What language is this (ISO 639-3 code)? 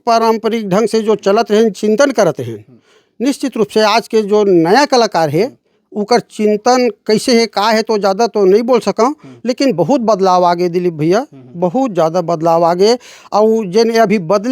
hne